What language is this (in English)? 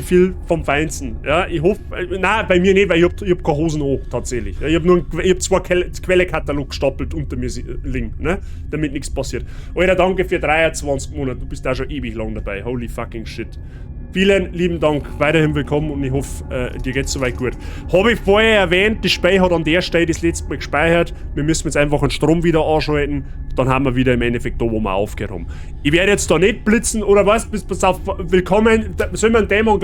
Bavarian